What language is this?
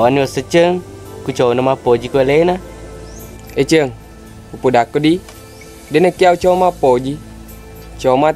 Buginese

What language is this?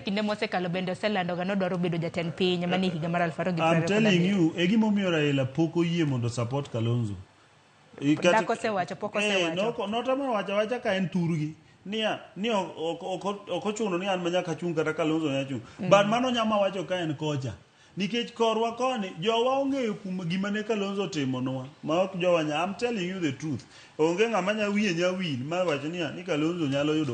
Luo (Kenya and Tanzania)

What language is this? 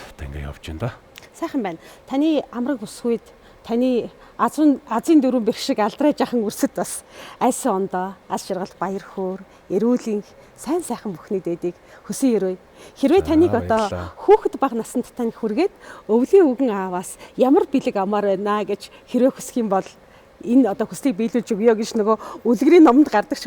Mongolian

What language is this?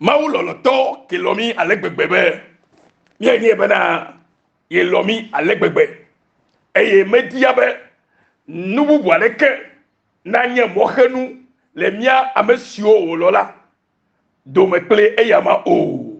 Ewe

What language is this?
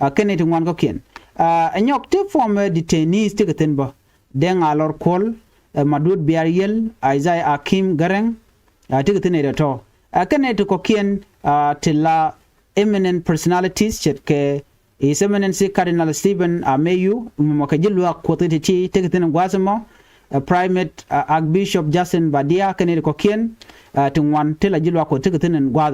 Nuer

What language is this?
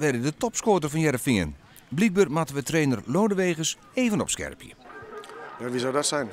Western Frisian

